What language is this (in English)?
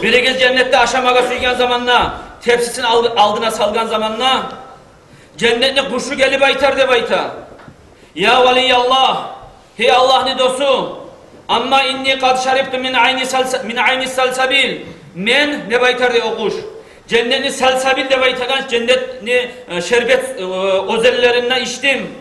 Kumyk